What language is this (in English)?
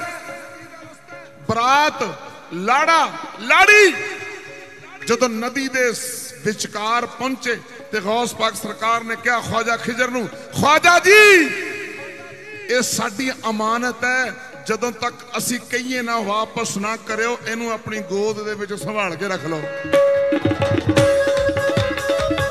Punjabi